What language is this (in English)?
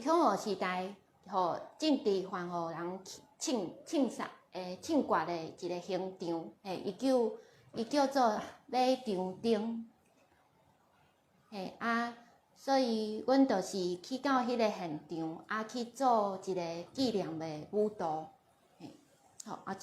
Min Nan Chinese